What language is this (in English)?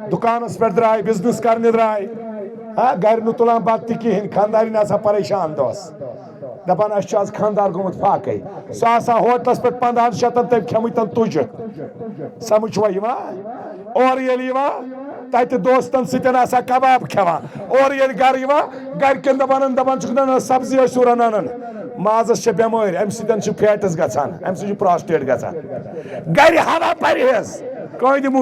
Kashmiri